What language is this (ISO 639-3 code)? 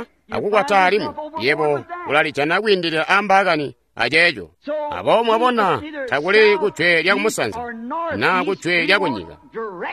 toi